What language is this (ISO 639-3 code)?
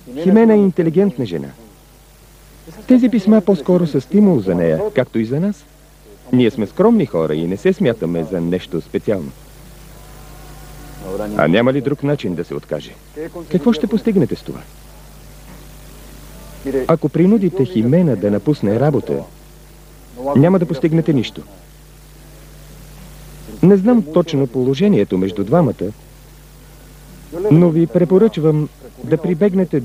bul